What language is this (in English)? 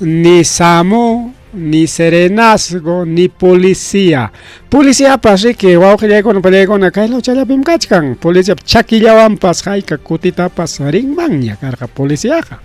Ayacucho Quechua